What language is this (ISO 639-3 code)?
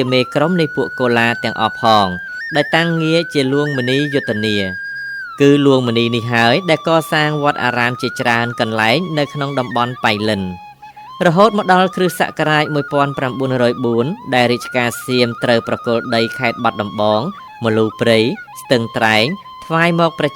khm